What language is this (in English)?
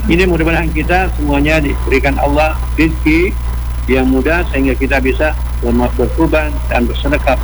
Indonesian